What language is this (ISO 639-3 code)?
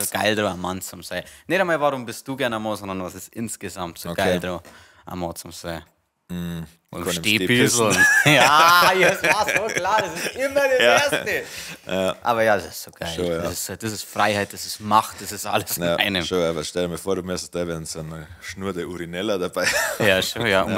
bar